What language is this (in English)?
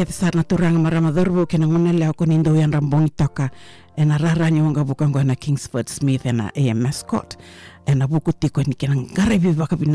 Fijian